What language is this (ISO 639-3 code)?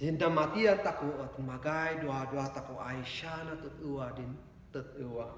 kne